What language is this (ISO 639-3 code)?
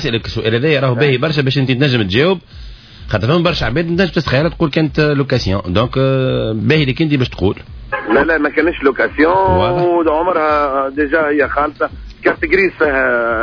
aeb